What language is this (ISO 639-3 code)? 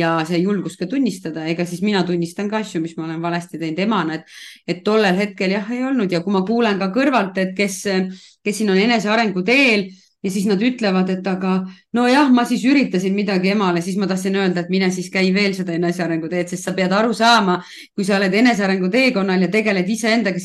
est